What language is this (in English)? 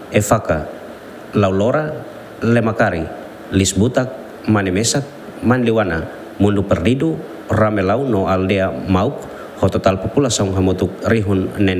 Tetum